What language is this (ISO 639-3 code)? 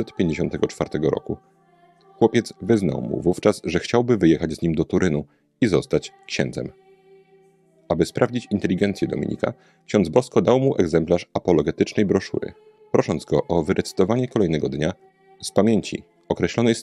pol